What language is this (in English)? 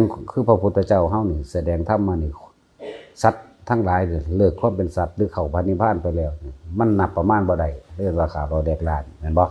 Northeastern Thai